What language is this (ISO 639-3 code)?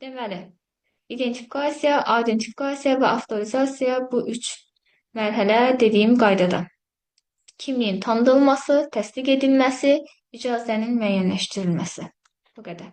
aze